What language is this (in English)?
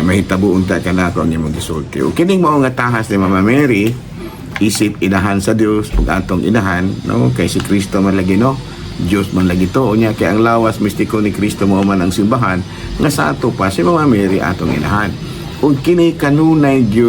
Cebuano